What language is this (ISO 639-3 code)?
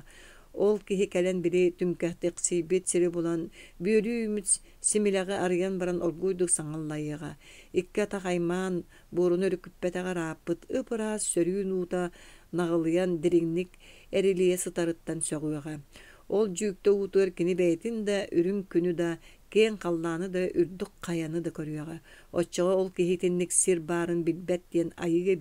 sah